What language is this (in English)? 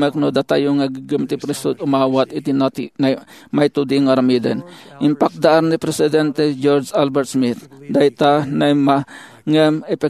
Iloko